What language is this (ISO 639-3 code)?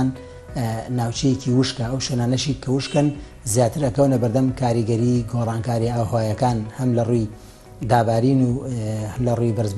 ckb